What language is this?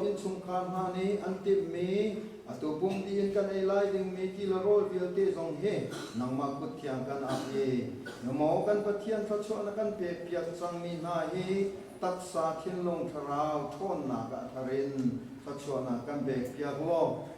Hakha Chin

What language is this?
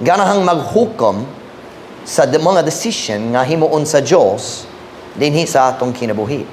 Cebuano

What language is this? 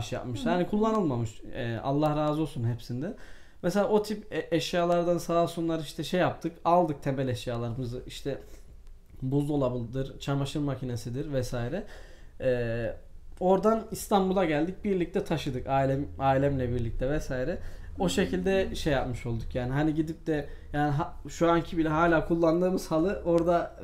Turkish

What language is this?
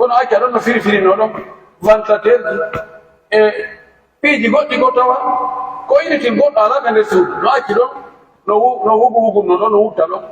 Pular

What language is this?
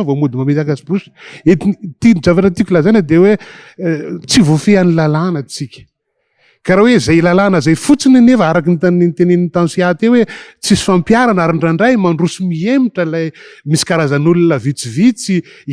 Malagasy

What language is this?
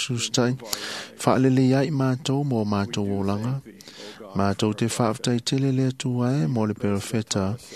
Samoan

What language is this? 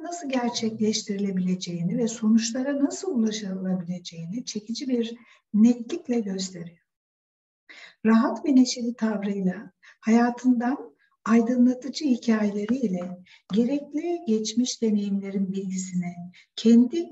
Turkish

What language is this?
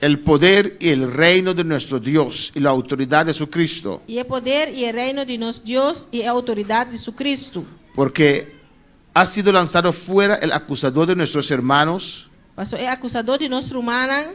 Papiamento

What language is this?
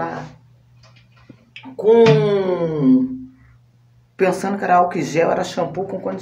Portuguese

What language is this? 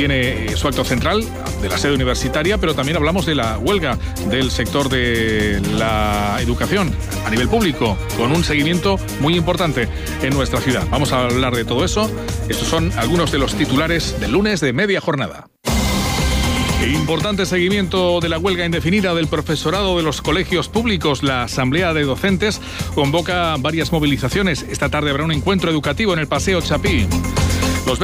Spanish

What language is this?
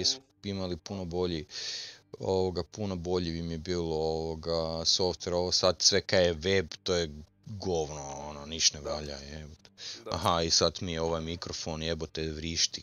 Croatian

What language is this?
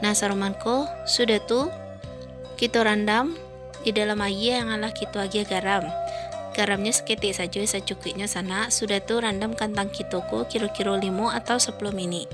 Minangkabau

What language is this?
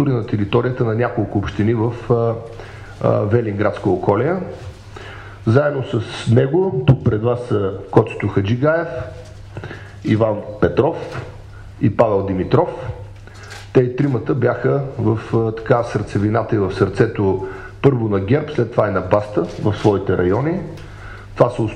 Bulgarian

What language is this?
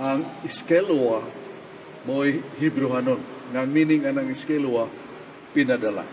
Cebuano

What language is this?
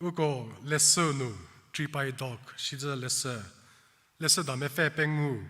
Angami Naga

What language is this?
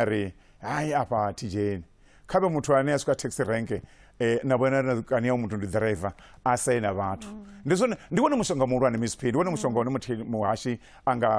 Venda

